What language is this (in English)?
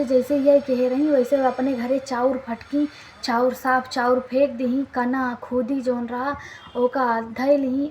Awadhi